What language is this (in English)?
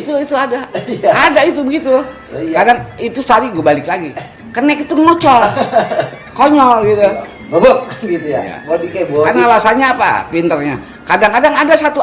Betawi